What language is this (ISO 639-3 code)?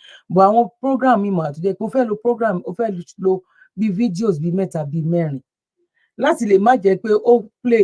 yor